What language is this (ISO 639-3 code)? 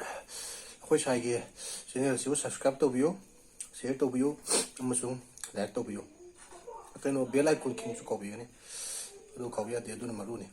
mni